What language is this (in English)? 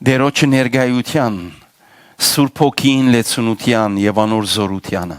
Western Armenian